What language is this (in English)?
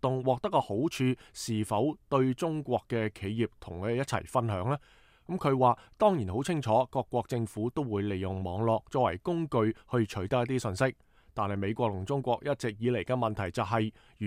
Cantonese